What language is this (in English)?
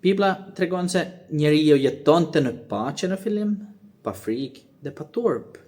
Albanian